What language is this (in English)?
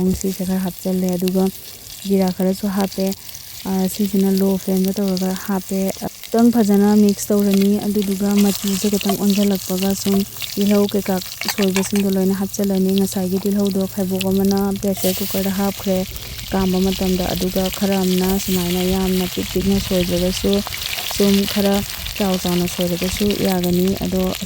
Manipuri